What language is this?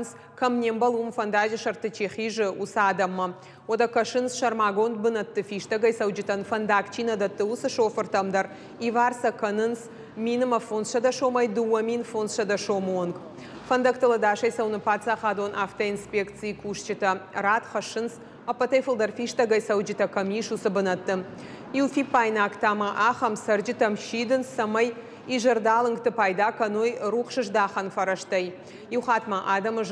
Ossetic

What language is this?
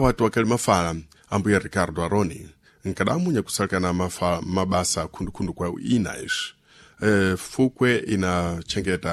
Sena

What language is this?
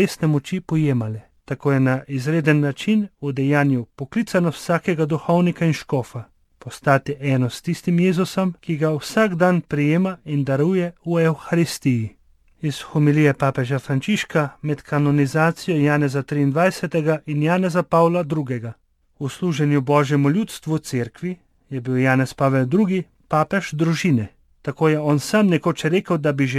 Slovenian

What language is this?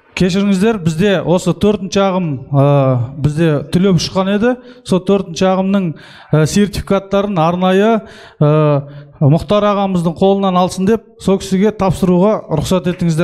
Kazakh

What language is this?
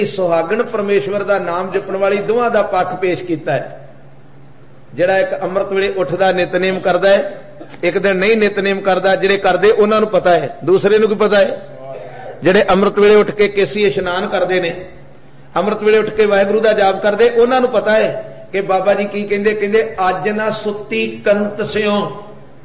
Punjabi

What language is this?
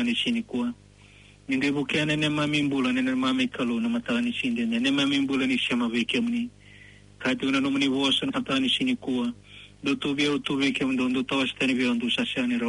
Fijian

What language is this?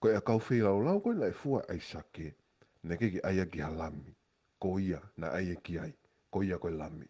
Tongan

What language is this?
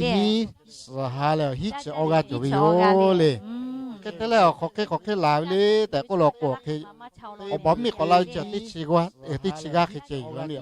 Lahu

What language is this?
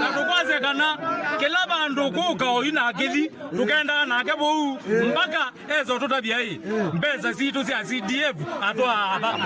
Kamba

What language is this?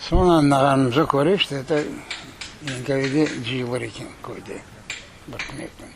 Crimean Tatar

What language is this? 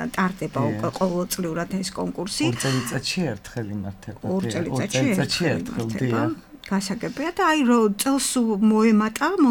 Georgian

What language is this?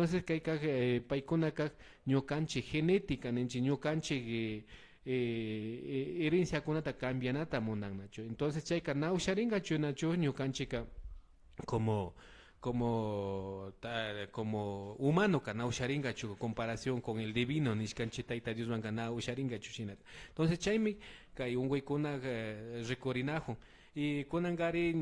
Imbabura Highland Quichua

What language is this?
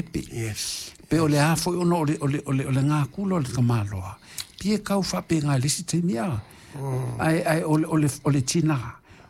Samoan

